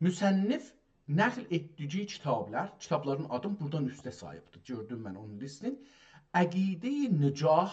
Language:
South Azerbaijani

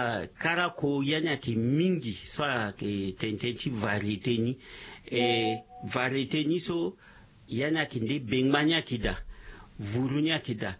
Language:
Sango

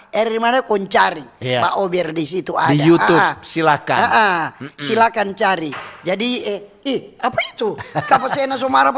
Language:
Manado Malay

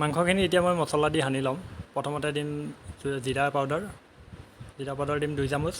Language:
Assamese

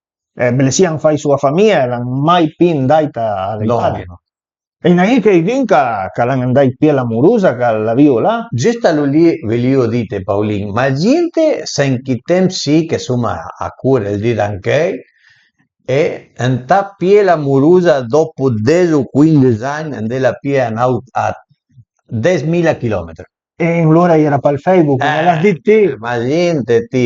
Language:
Piedmontese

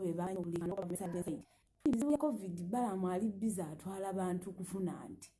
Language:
Ganda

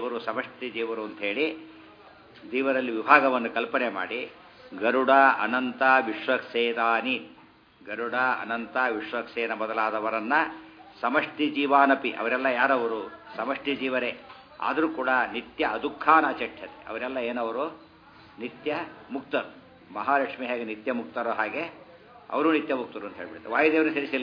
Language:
Kannada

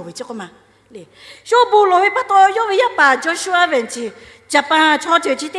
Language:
Lahu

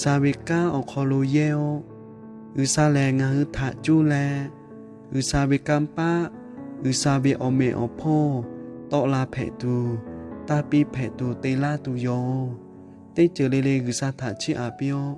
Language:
Lahu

